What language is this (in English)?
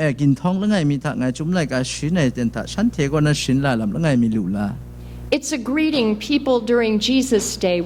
Kachin